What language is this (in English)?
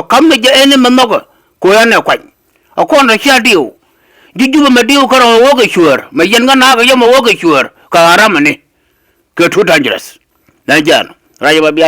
Nuer